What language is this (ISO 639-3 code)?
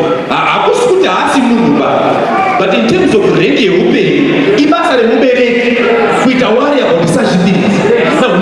sna